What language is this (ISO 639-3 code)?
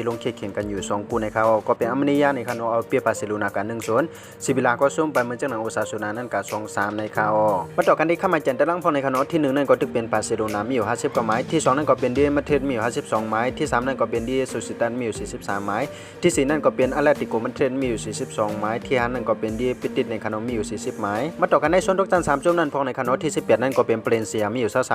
shn